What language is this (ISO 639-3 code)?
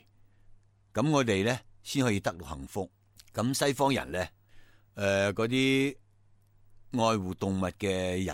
yue